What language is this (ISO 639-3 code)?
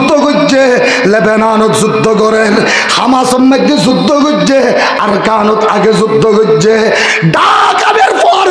rhg